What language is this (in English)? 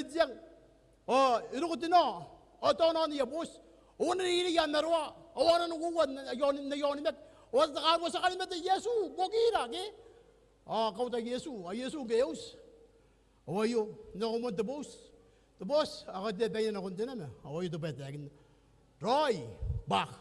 Gilbertese